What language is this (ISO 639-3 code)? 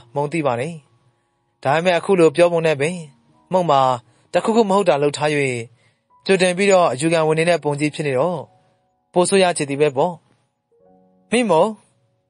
mya